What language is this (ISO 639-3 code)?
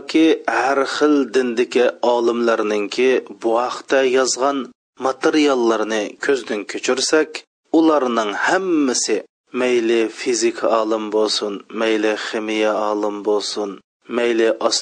uig